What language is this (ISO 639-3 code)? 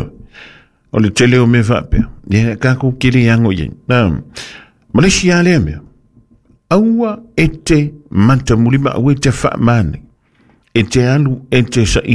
smo